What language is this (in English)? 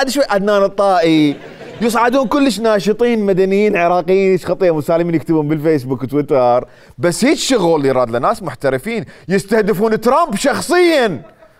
Mesopotamian Arabic